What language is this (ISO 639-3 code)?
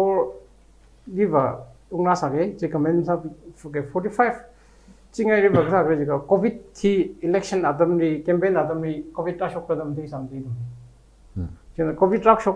nmf